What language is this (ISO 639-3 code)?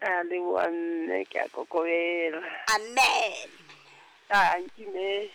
sot